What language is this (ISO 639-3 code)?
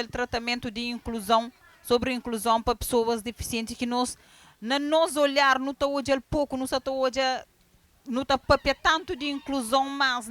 kea